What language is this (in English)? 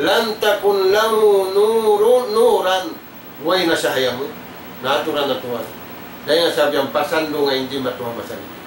Tausug